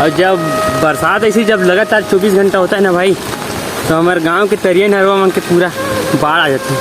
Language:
Chhattisgarhi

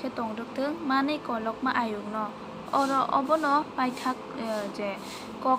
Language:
Kok Borok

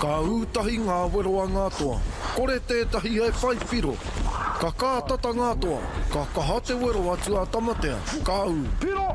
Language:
Māori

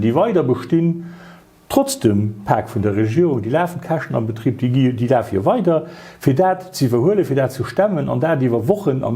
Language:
Luxembourgish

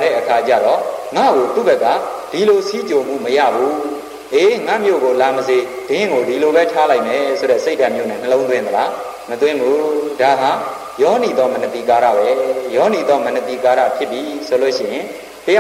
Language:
Burmese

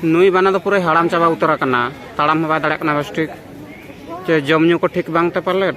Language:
Santali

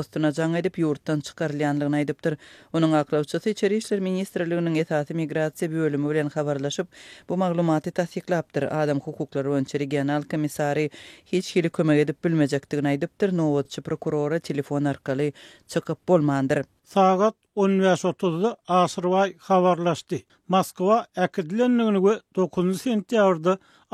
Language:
Turkmen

